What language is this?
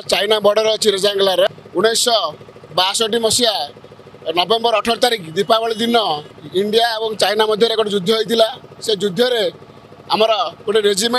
Odia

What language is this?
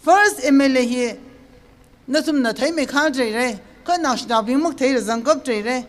Tangkhul Naga (India)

